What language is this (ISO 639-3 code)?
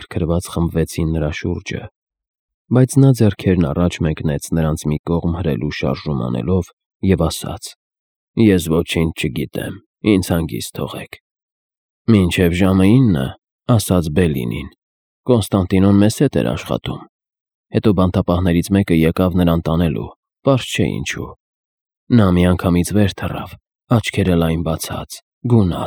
hye